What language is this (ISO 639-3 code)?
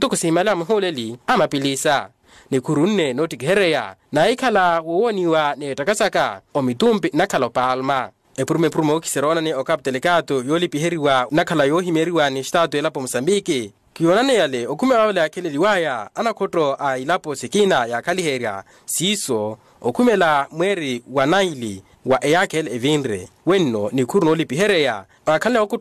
vmw